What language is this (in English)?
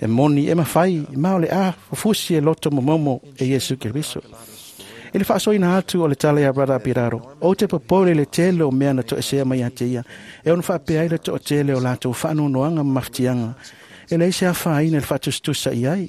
Samoan